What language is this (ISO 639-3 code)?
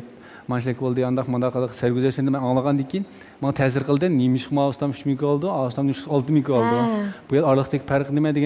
uig